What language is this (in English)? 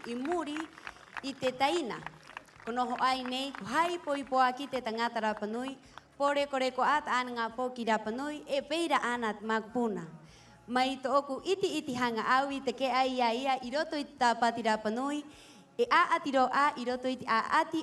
Rapanui